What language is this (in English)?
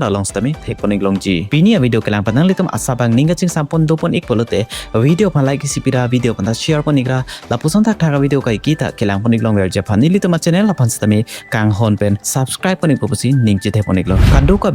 Karbi